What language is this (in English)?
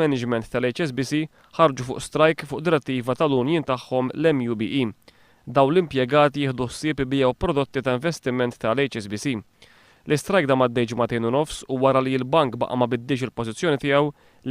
Maltese